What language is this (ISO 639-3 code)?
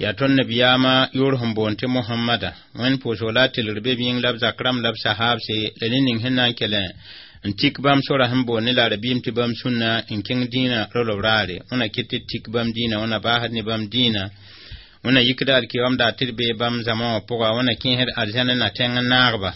mos